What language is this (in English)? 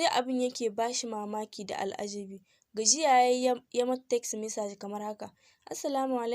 Hausa